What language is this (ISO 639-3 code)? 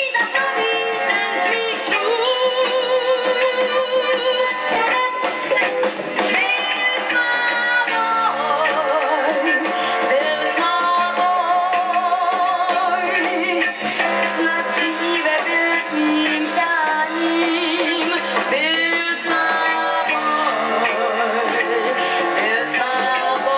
ces